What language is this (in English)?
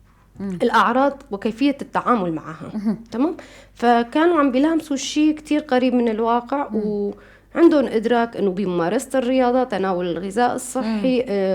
North Levantine Arabic